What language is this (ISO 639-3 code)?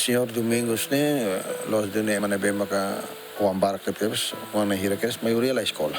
tet